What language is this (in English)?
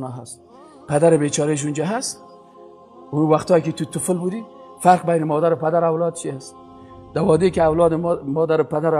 Persian